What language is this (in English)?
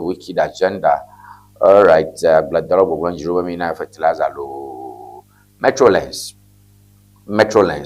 Ewe